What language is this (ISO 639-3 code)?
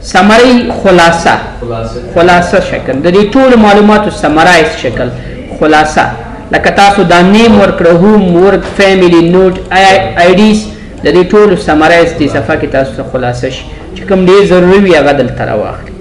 pus